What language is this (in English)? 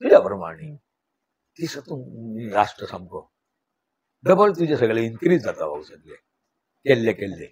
Konkani